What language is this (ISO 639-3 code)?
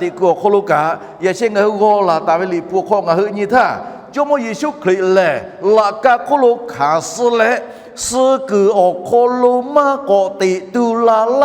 lhu